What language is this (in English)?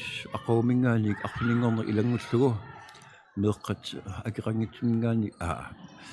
Kalaallisut